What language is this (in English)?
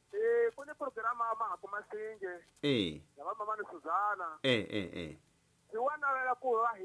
Tsonga